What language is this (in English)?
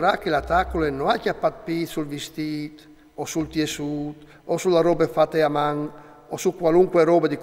Friulian